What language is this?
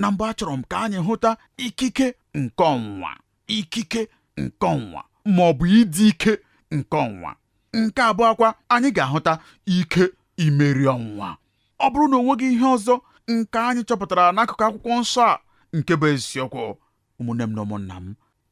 Igbo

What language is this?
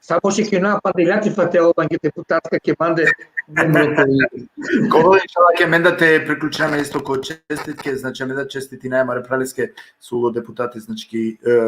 Balkan Romani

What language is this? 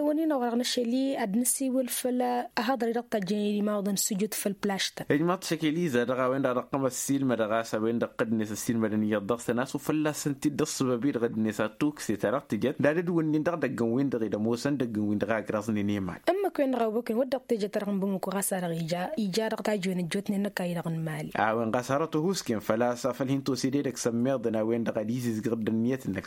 Tamasheq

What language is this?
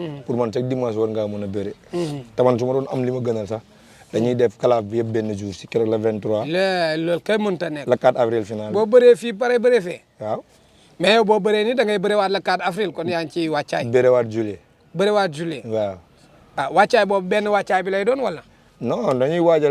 Wolof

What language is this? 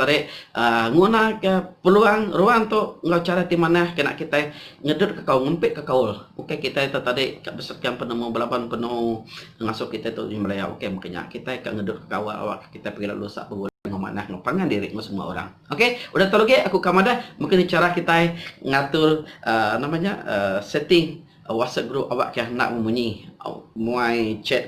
Iban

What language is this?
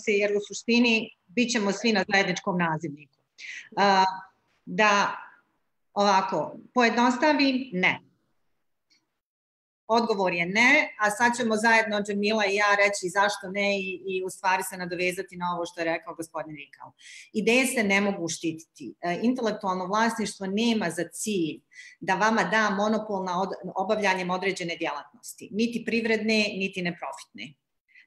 Bosnian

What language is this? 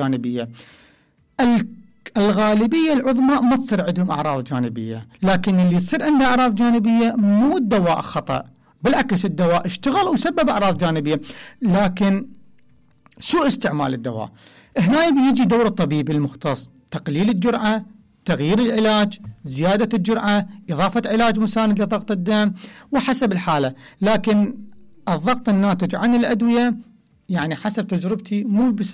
Mesopotamian Arabic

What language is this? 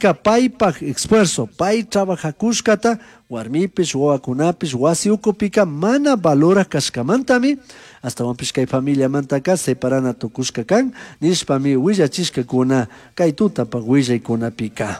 Chimborazo Highland Quichua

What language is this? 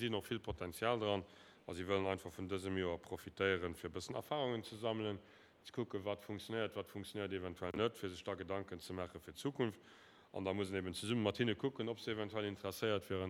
Luxembourgish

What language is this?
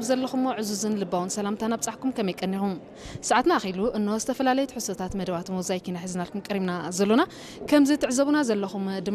Tigrinya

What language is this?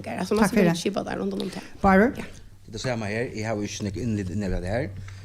Faroese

